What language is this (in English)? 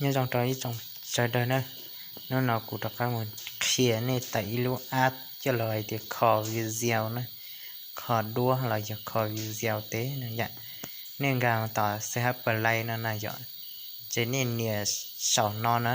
Hmong